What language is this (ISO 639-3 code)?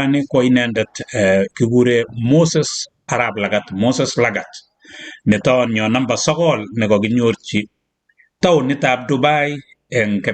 kln